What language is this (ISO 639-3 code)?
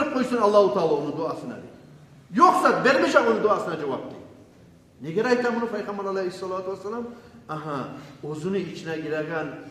kum